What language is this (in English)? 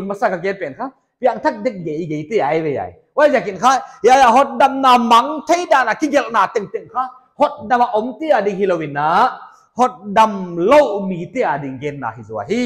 Paite Chin